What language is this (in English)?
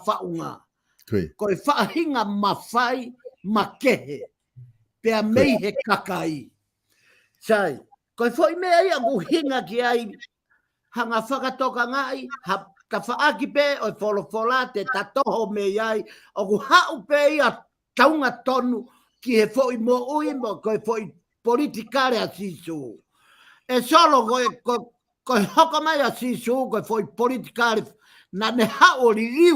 Tongan